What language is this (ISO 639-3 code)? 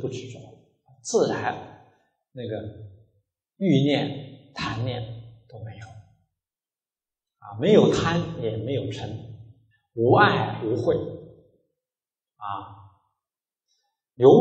zho